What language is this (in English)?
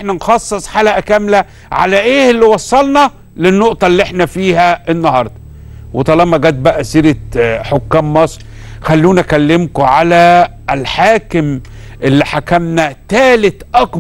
Egyptian Arabic